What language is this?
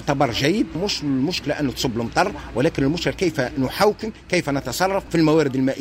Tunisian Arabic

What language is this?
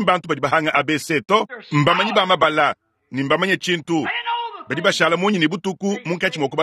Luba-Lulua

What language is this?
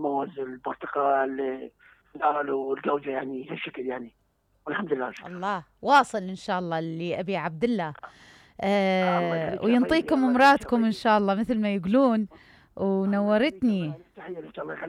Mesopotamian Arabic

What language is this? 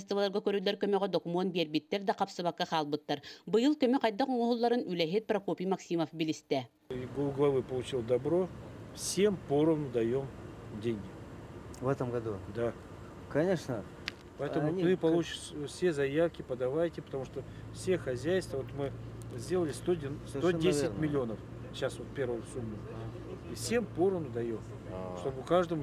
Yakut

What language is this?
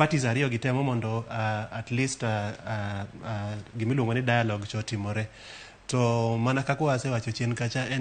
Luo (Kenya and Tanzania)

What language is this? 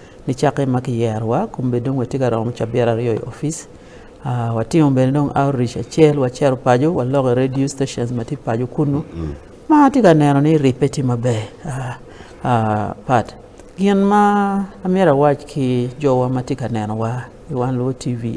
Acoli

